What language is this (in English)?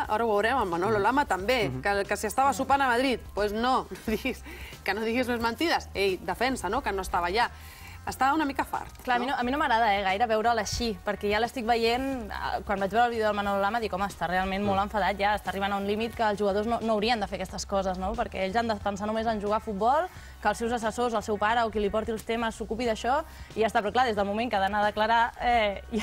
Catalan